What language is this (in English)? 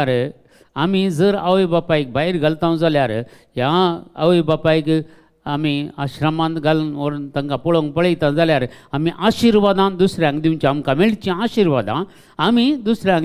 Konkani